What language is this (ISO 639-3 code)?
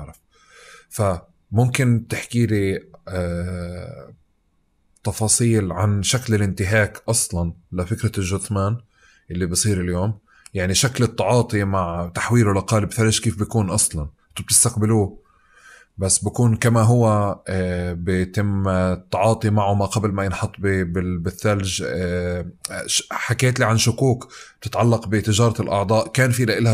apc